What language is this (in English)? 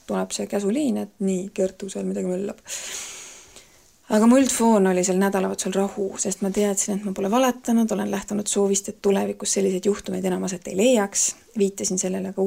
Estonian